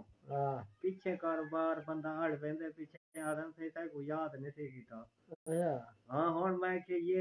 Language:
Saraiki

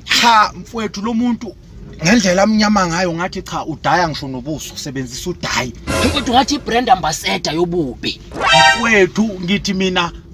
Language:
Zulu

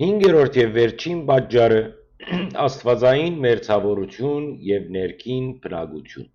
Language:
Western Armenian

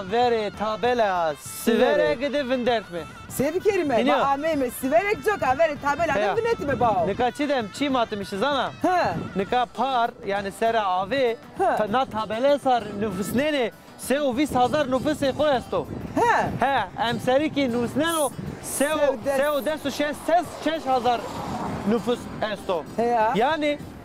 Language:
Zaza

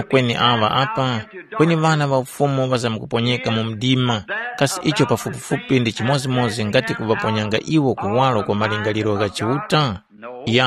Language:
Tumbuka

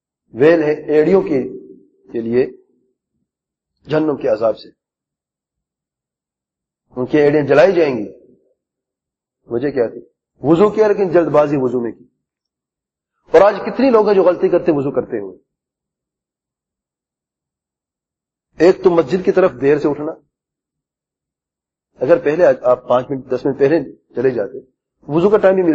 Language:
Urdu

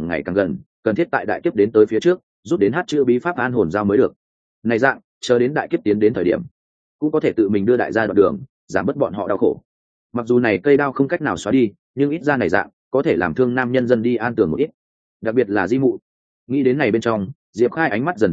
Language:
Vietnamese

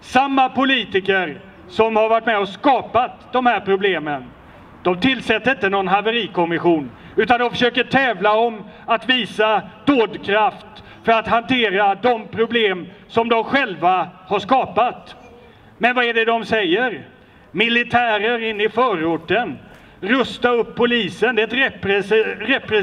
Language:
Swedish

